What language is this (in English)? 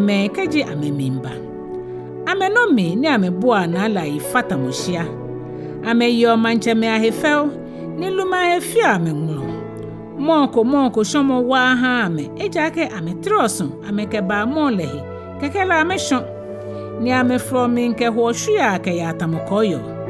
Ga